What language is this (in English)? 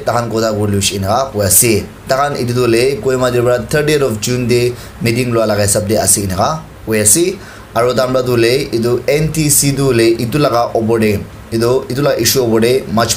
Naga Pidgin